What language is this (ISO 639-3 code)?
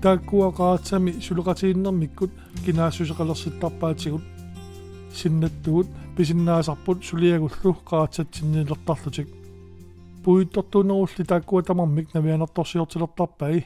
kal